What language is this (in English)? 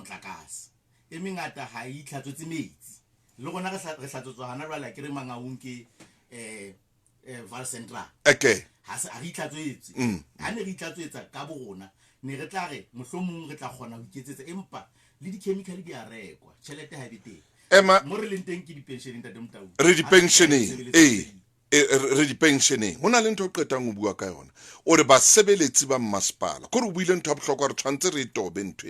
Southern Sotho